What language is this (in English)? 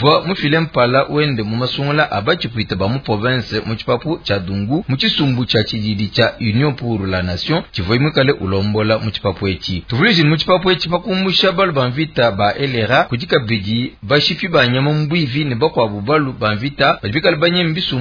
Luba-Lulua